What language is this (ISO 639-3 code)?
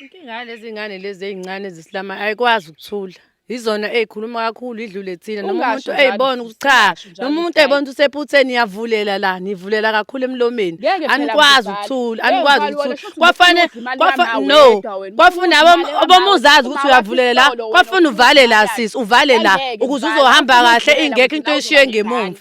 zul